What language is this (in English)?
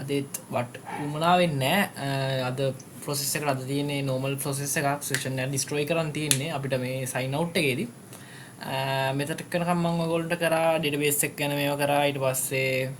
Sinhala